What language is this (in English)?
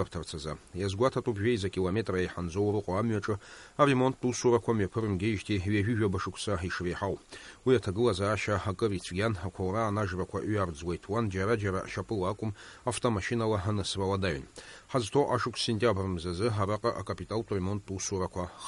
Abkhazian